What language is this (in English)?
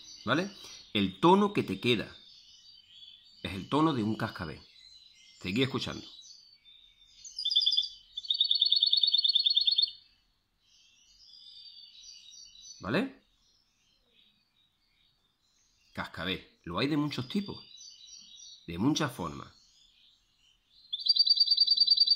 Spanish